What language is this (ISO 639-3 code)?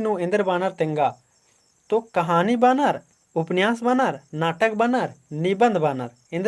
kru